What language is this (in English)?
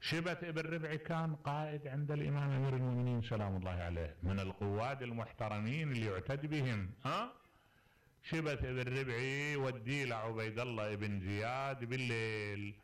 Mesopotamian Arabic